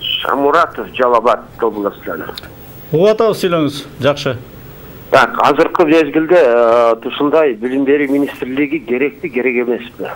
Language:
Kyrgyz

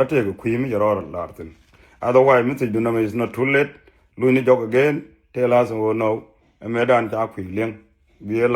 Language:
Nuer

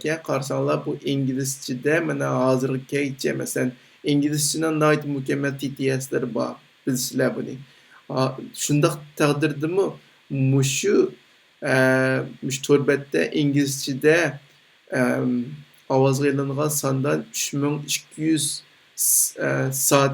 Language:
Uyghur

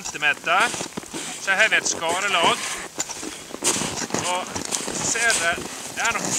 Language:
Norwegian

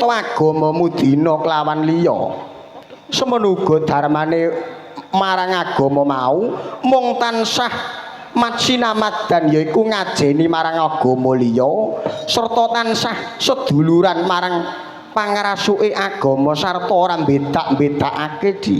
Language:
Javanese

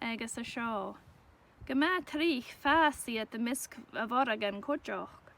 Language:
Scottish Gaelic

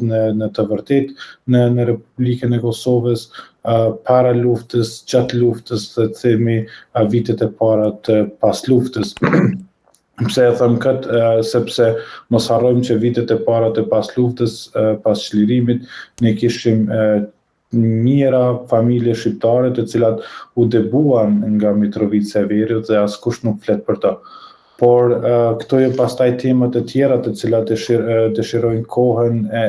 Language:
Albanian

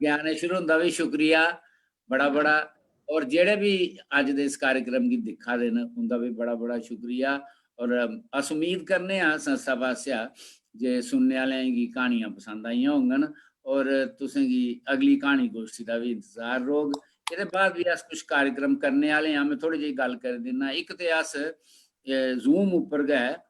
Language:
Dogri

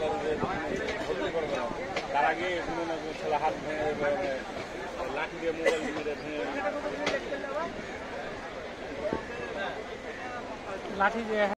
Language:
Bangla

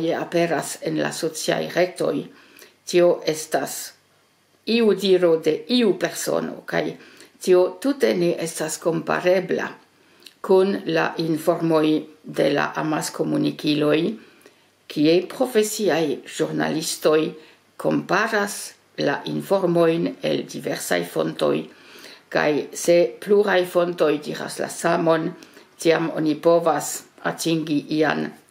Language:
Esperanto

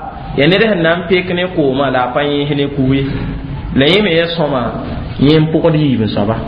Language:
Mossi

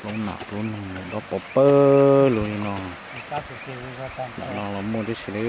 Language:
Hmong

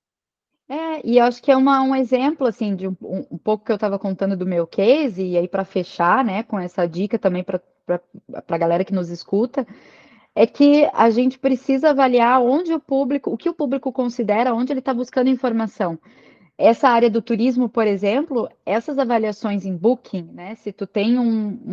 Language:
Portuguese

